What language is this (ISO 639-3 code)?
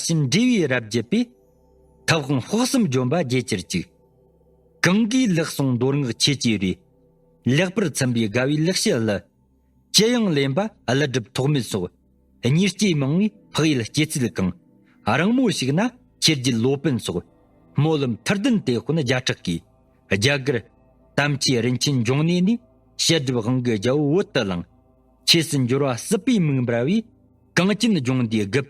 bod